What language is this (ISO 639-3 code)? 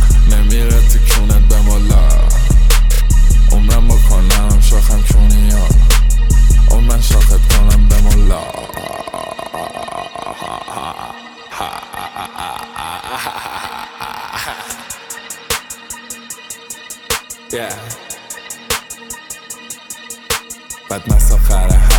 fas